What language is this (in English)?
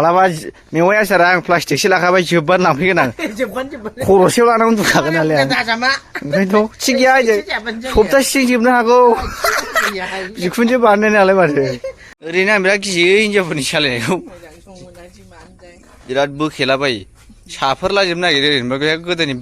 Bodo